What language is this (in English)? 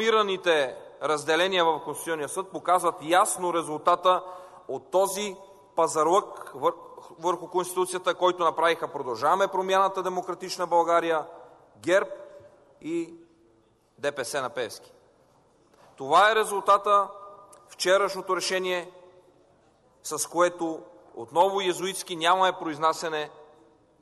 Bulgarian